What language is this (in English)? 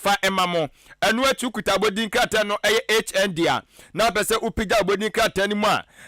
Akan